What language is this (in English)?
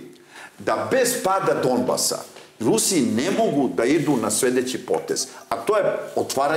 Serbian